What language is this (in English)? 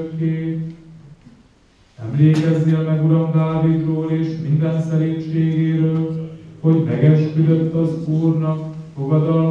Hungarian